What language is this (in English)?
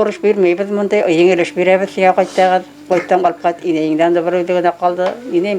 Bashkir